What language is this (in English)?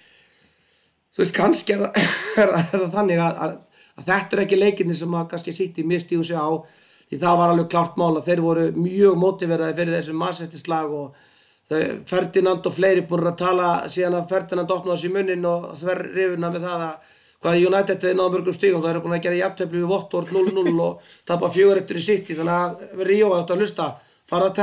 Icelandic